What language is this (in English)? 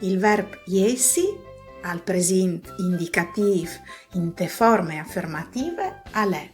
Friulian